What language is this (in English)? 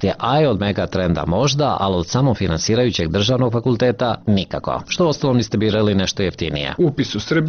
Serbian